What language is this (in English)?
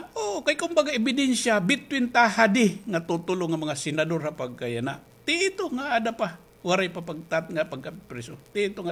Waray